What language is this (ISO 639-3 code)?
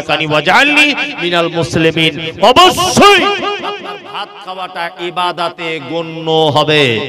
ben